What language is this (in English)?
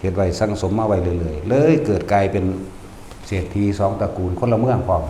Northeastern Thai